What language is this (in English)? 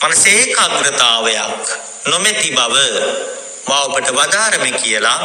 Sinhala